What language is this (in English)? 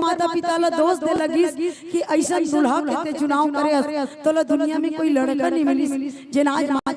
Chhattisgarhi